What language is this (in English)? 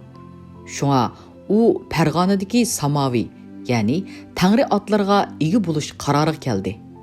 Uyghur